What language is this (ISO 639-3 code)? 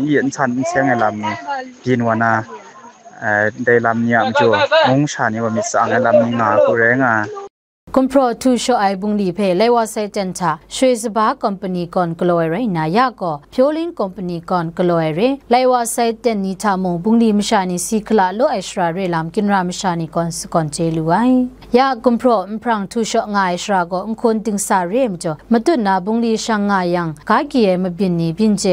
kac